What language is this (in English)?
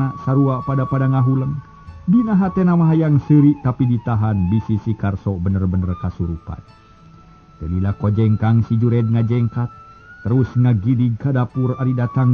Sundanese